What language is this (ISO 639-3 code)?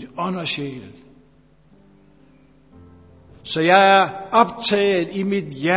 dan